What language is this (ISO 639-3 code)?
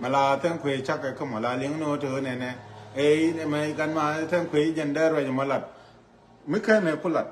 nus